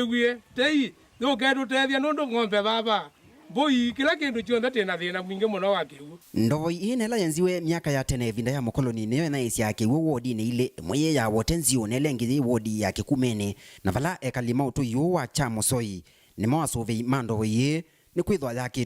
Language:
Kamba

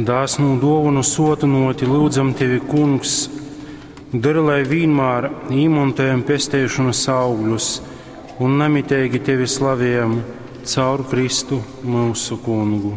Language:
Latgalian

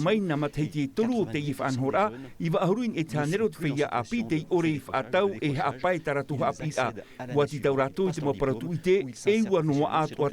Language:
Tahitian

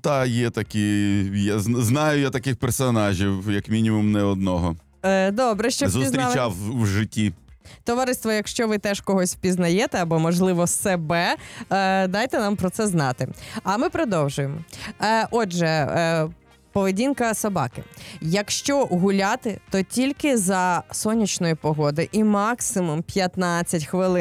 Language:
Ukrainian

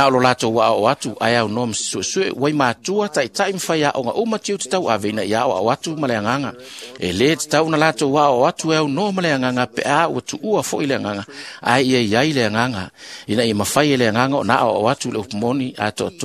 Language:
Samoan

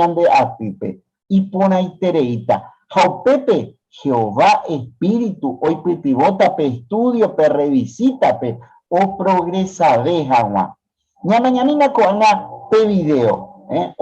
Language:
Guarani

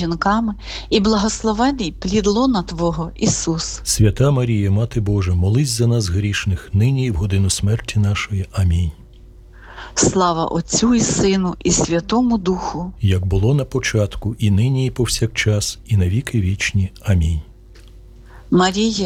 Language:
Ukrainian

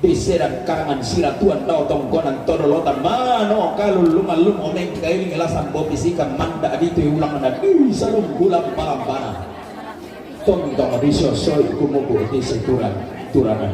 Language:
Toraja-Sa'dan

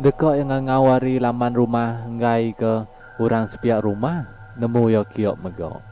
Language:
Iban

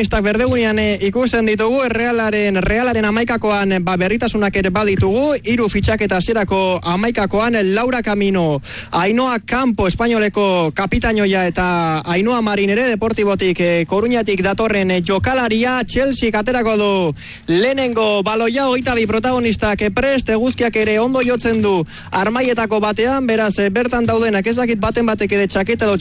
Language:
Basque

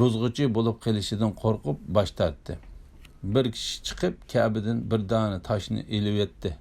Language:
Uyghur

